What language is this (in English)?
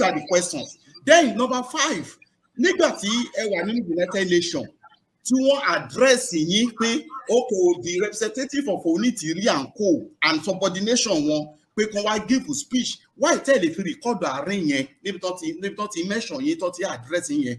Yoruba